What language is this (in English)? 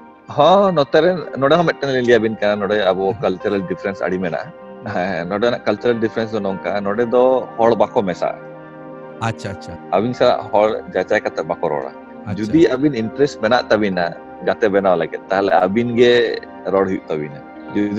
Santali